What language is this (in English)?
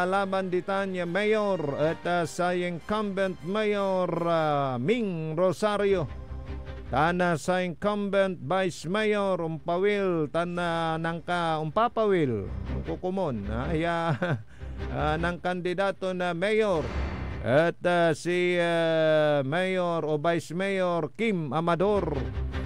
Pangasinan